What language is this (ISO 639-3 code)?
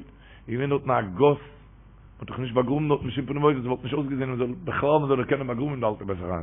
yid